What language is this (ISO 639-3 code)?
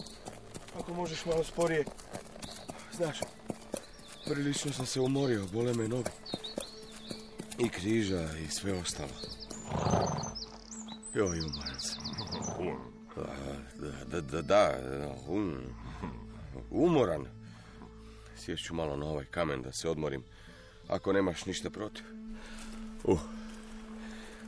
hrv